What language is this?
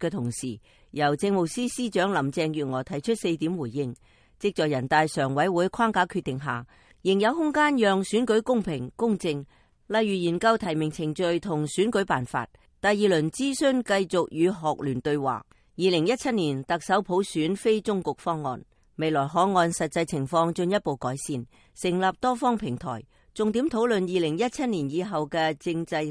Cantonese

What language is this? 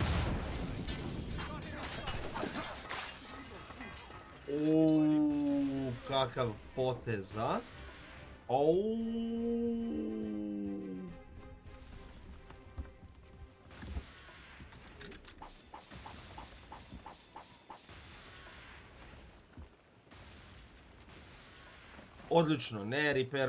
Croatian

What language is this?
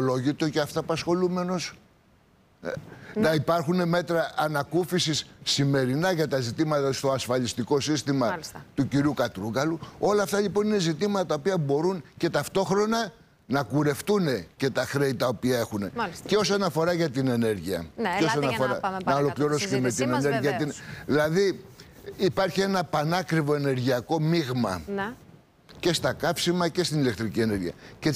Greek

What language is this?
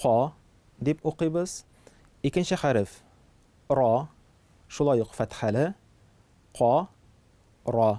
Tatar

